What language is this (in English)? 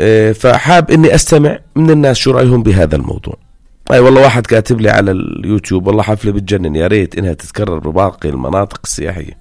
North Levantine Arabic